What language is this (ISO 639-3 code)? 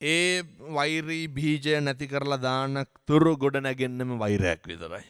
sin